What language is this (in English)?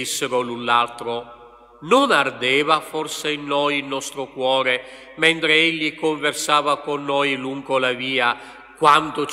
Italian